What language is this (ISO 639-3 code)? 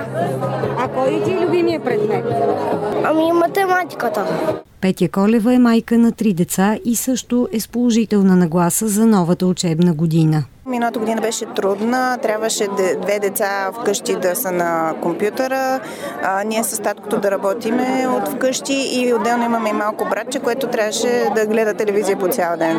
bul